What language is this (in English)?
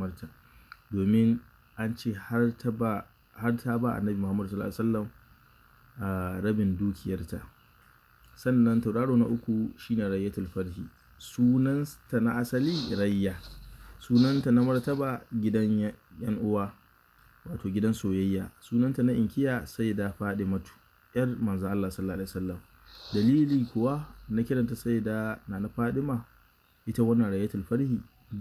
Hausa